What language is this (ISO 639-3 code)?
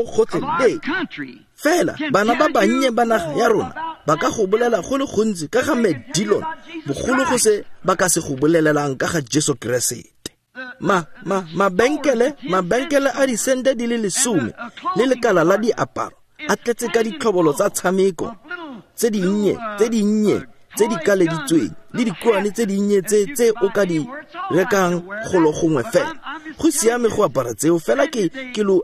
tsn